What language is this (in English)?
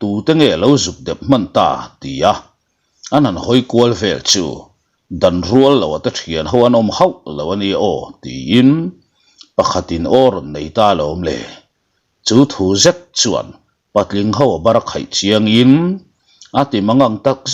Mizo